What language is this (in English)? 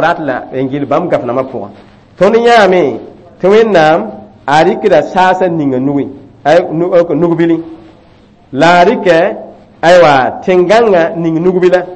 Mossi